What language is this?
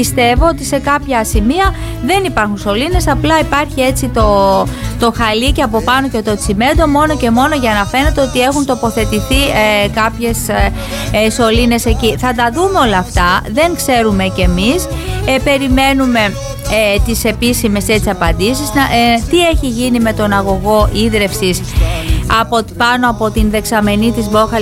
Greek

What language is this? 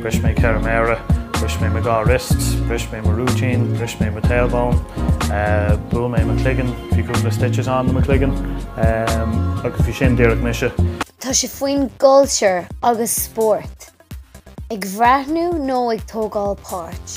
Irish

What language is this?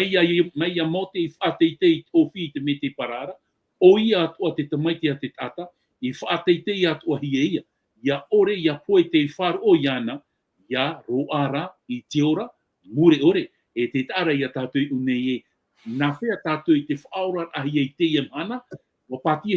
Tahitian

